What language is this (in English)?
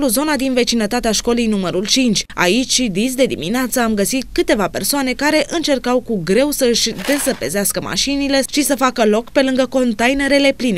Romanian